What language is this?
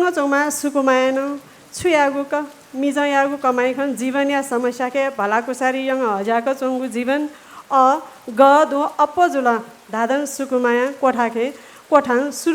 Newari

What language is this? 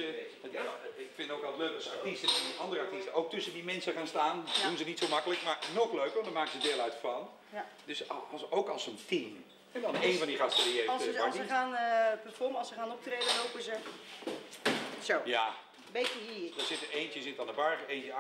Dutch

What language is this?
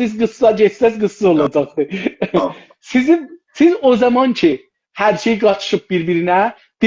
South Azerbaijani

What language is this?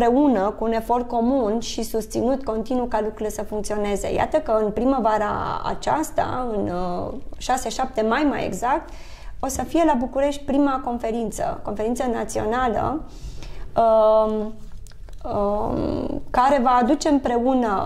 Romanian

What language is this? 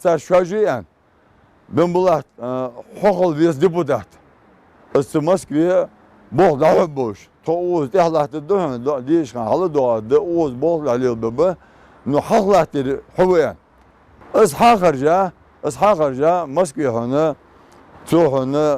Ingush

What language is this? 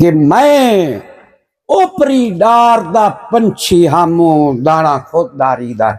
Saraiki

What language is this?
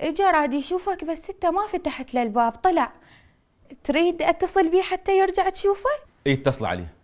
Mesopotamian Arabic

